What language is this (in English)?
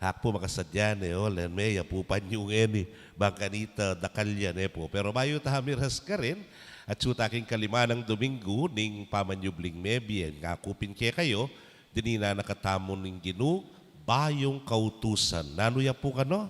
Pampanga